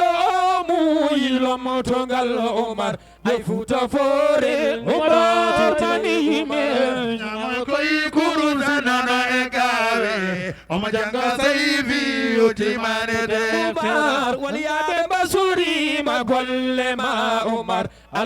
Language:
Fula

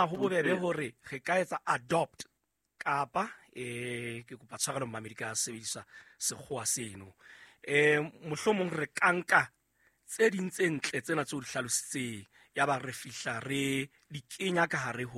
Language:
Southern Sotho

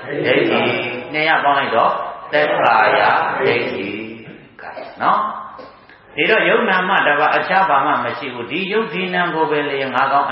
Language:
Burmese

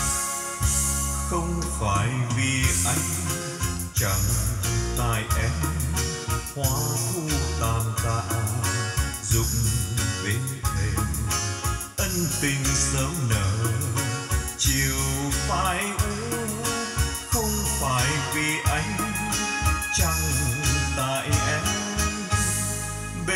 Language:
Vietnamese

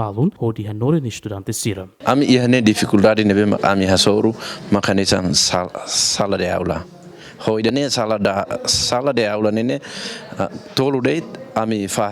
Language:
Tetum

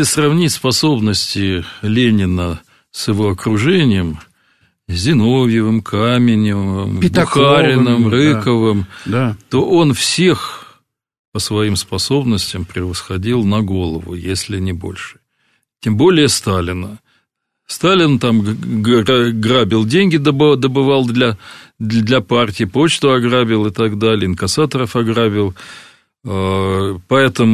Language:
Russian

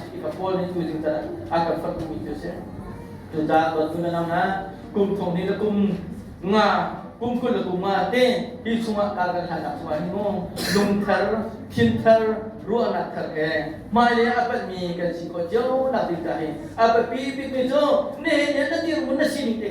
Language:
Hakha Chin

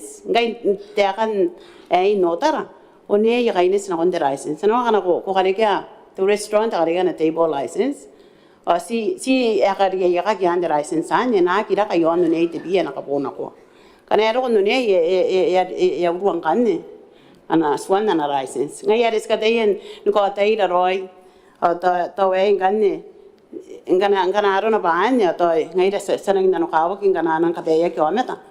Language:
Gilbertese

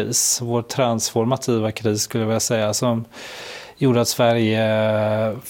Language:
Swedish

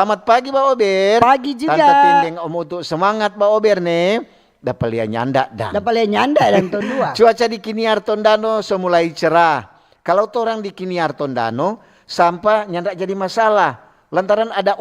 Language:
Manado Malay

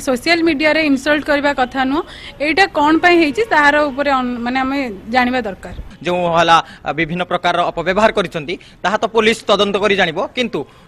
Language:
Odia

